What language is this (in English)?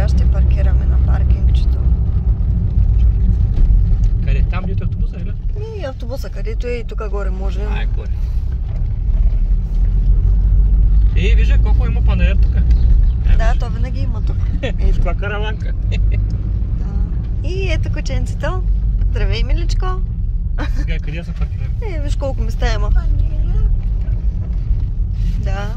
Bulgarian